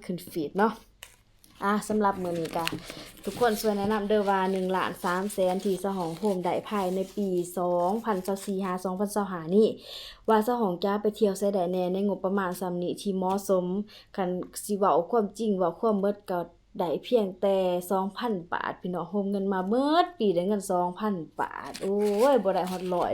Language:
Lao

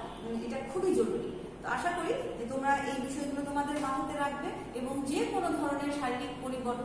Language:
Bangla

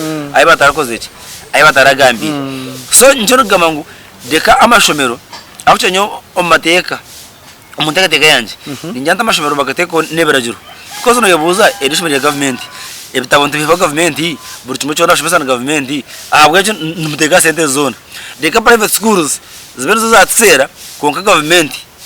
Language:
Nyankole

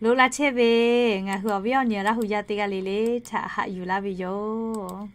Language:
Lahu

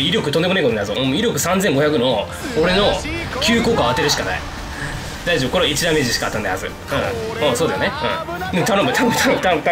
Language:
Japanese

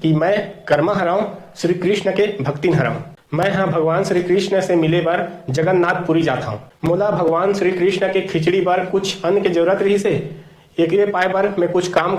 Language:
Chhattisgarhi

